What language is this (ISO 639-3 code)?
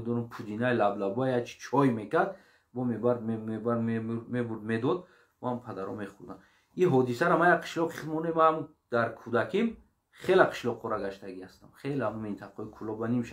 tgk